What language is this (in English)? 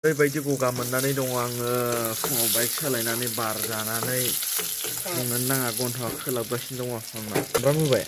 Bodo